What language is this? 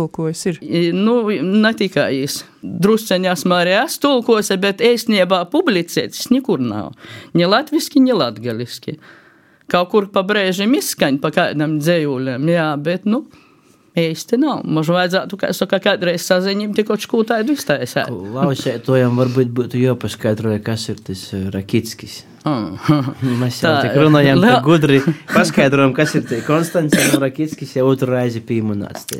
Latvian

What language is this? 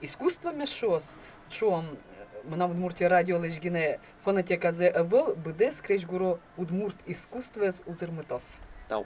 Udmurt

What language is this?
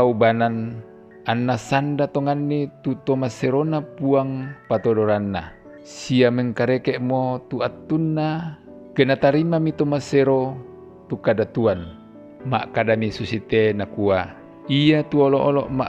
Toraja-Sa'dan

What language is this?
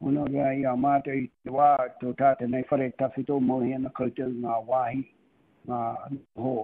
Māori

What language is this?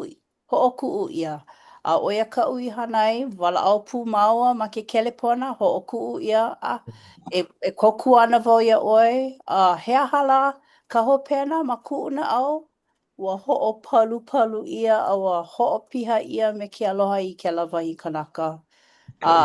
Hawaiian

